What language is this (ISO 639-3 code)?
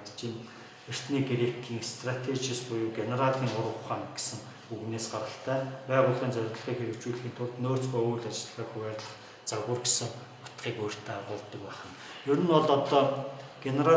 mon